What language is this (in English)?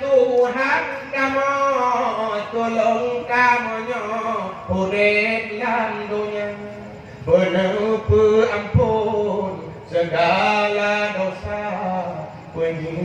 Achinese